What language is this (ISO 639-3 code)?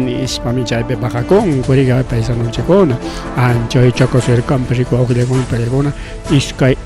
quy